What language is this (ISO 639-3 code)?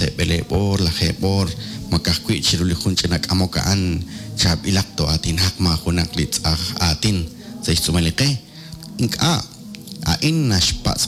kek